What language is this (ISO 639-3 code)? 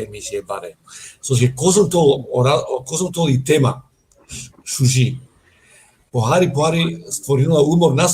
rmn